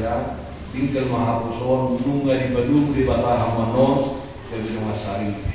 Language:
Batak Toba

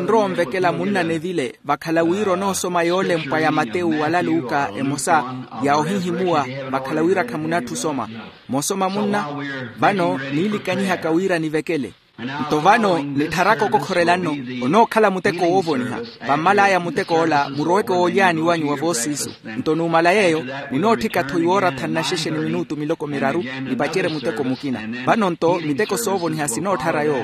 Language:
Makhuwa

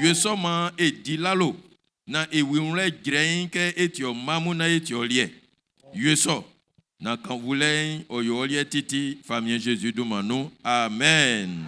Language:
Baoulé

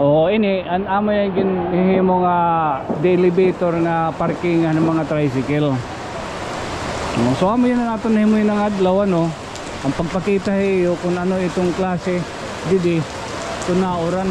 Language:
Waray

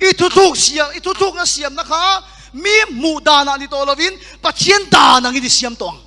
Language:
Mizo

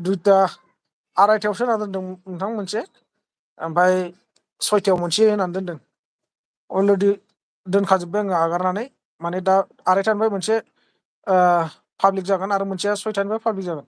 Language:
Bodo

